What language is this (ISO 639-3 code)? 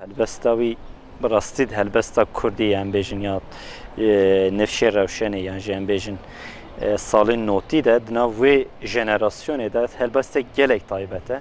kur